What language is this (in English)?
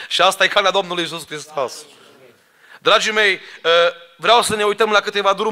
Romanian